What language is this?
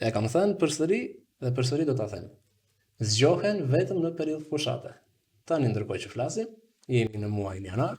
Albanian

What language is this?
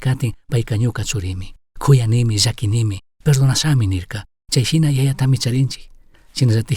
Chimborazo Highland Quichua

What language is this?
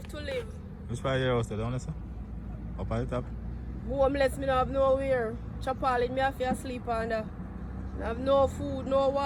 Jamaican Creole English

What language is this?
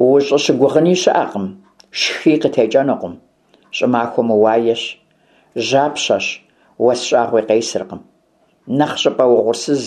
Kabardian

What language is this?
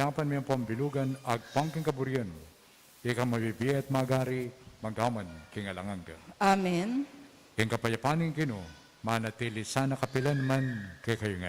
Pampanga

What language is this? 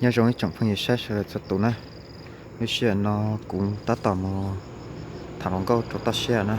Hmong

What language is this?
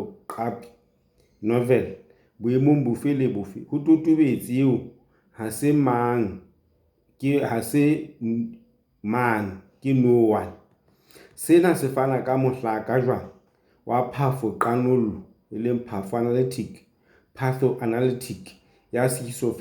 Southern Sotho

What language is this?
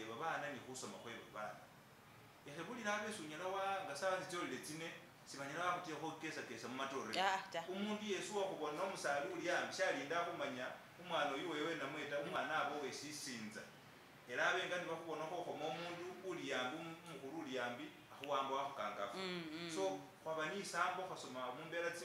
Masaaba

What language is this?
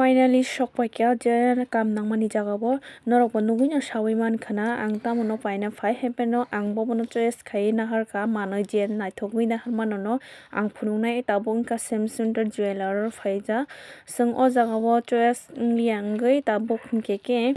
Kok Borok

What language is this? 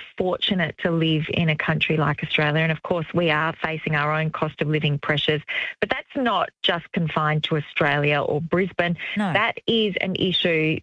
English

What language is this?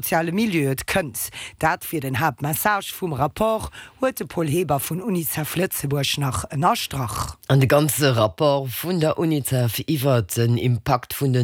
Luxembourgish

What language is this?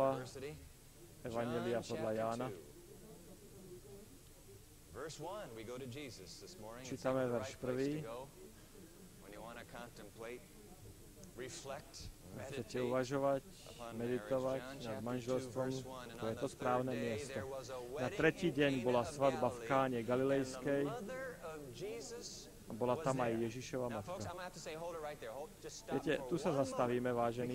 Slovak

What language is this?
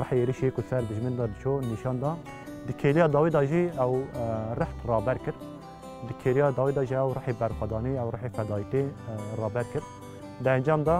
Kurdish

